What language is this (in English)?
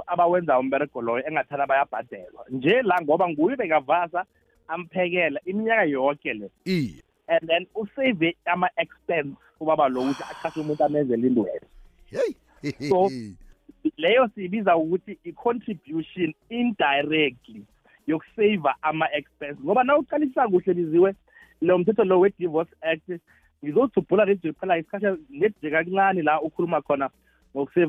South Ndebele